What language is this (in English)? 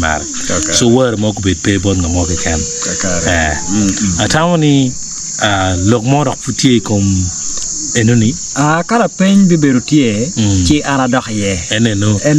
Acoli